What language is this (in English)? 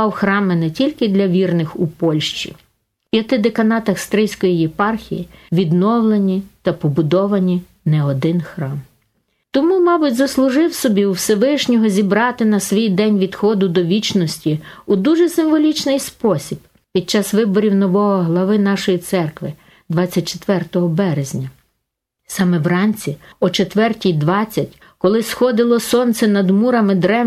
Ukrainian